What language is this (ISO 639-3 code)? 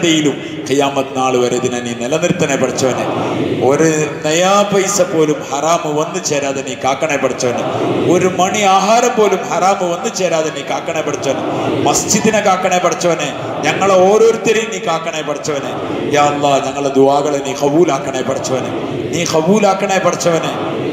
mal